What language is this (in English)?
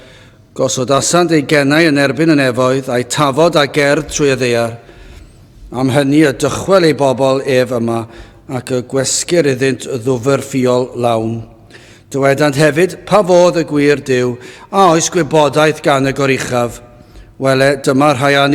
Welsh